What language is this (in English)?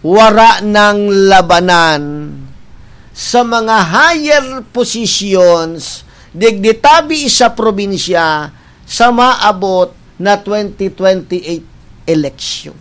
Bikol